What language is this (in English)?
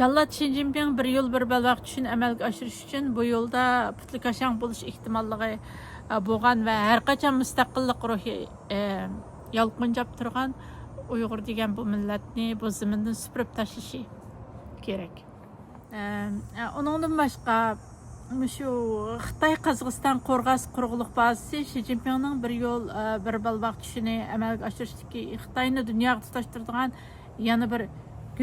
Uyghur